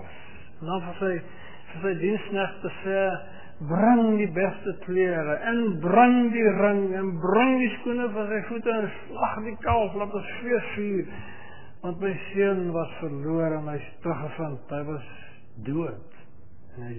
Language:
Afrikaans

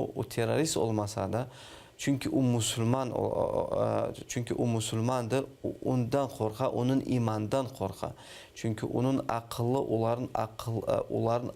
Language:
Crimean Tatar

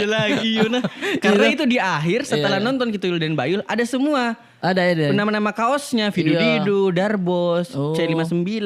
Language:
Makassar Malay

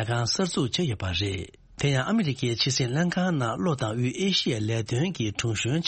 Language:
Tibetan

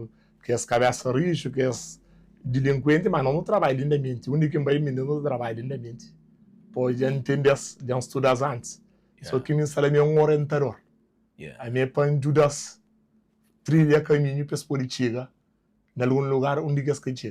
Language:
Kabuverdianu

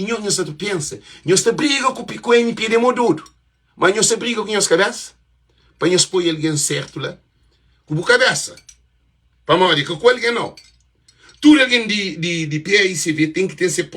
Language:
Kabuverdianu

